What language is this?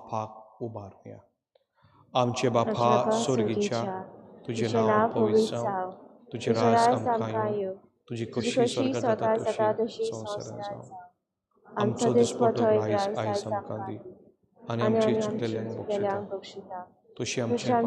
Konkani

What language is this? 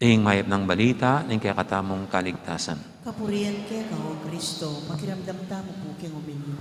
Pampanga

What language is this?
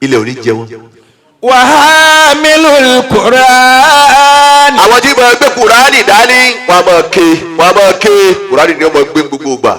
Yoruba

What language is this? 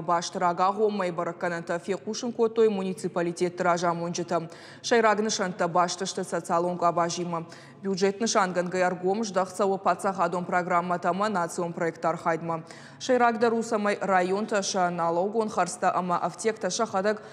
Ossetic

